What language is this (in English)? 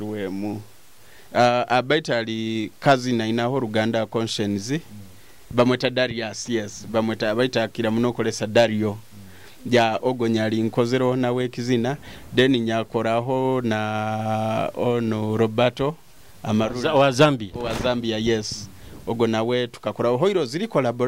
Nyoro